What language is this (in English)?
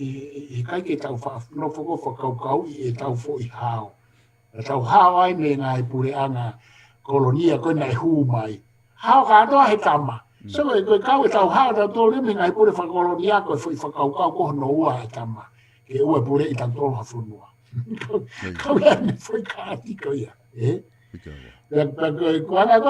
Tongan